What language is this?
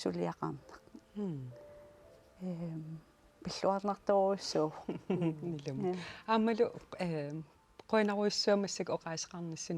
Kalaallisut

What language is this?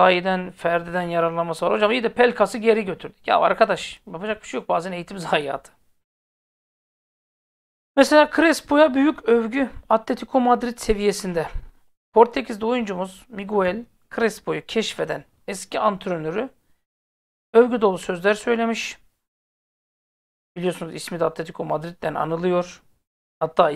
Turkish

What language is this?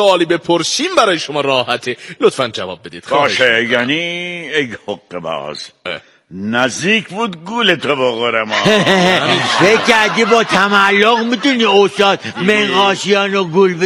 Persian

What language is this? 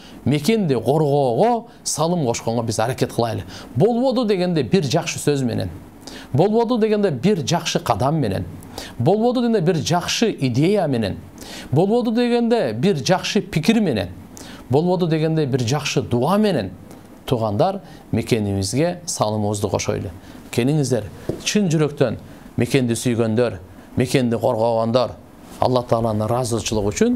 Kyrgyz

